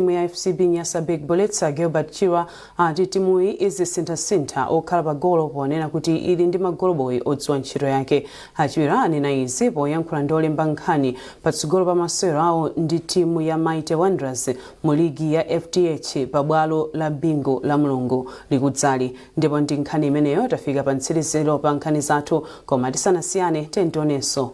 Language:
Nyanja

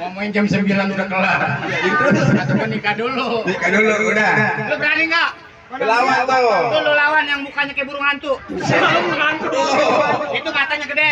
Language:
Betawi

